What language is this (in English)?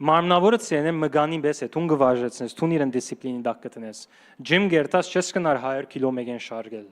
Western Armenian